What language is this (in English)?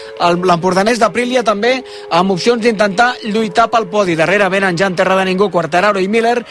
Catalan